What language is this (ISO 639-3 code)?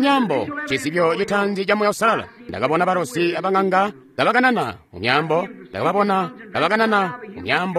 toi